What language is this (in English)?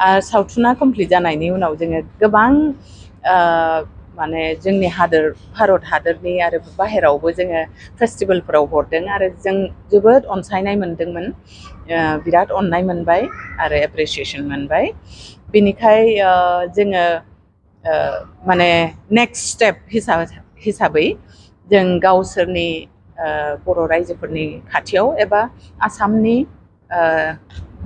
Bodo